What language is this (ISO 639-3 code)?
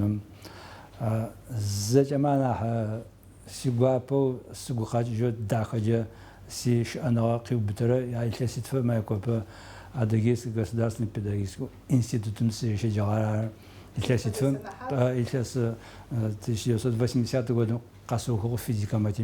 ady